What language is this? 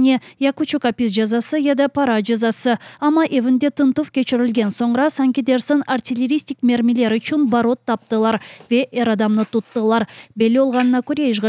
Crimean Tatar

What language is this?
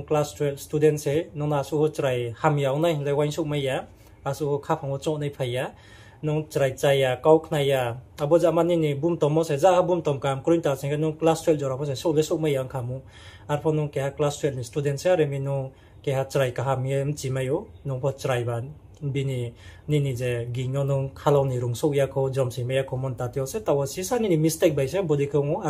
Riang (India)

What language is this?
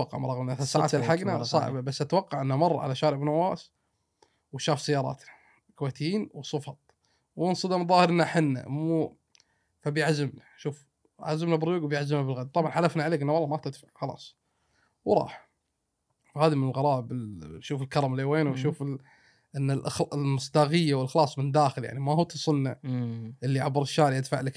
Gulf Arabic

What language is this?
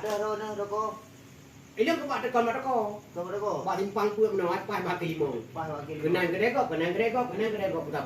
Achinese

